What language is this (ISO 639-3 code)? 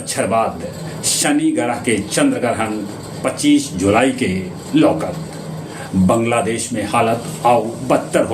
mag